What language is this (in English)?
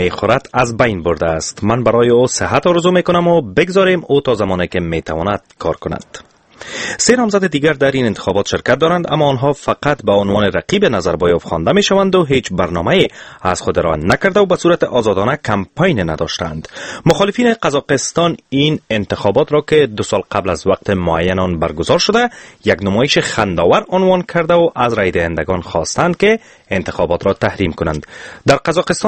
Persian